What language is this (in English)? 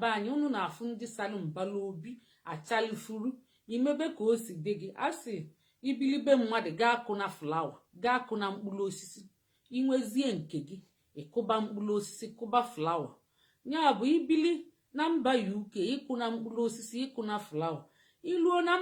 Igbo